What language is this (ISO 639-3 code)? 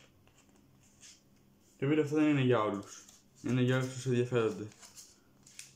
ell